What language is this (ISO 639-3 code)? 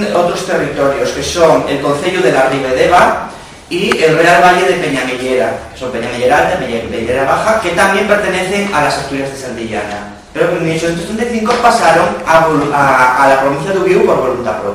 ast